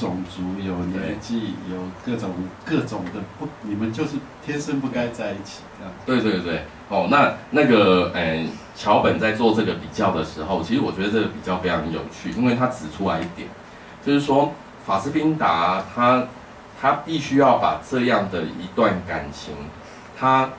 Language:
Chinese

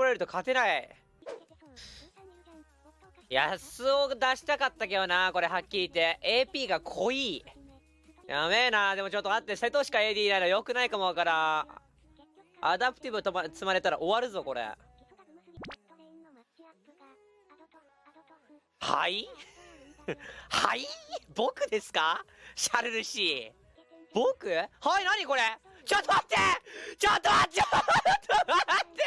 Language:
Japanese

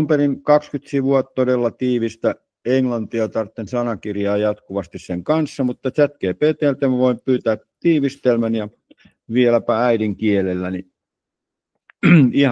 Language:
Finnish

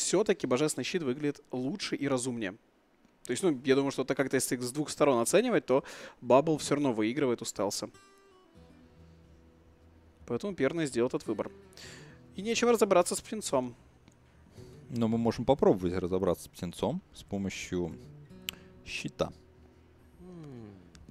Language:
Russian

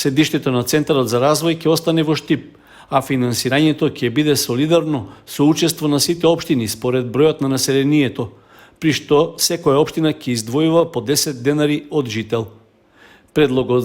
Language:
Macedonian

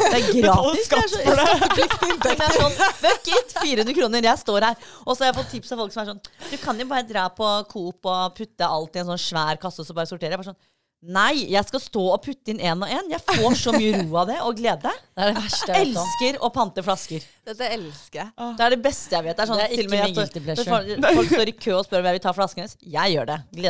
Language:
Norwegian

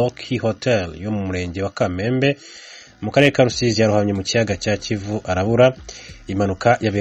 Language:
Kinyarwanda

